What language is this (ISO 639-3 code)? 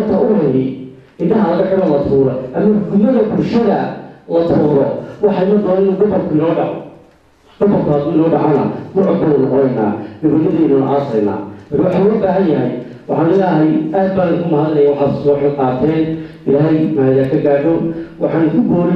som